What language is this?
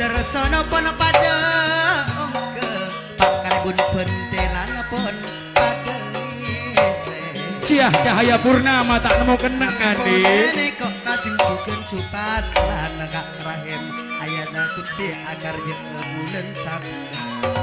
Madurese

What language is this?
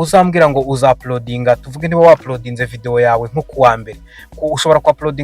Kinyarwanda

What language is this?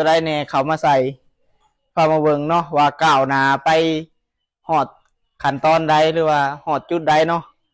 Lao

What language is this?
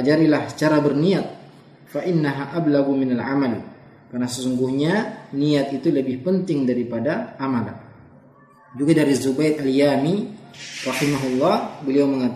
Indonesian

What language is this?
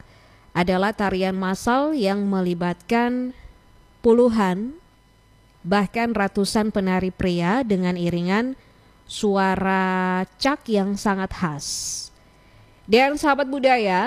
Indonesian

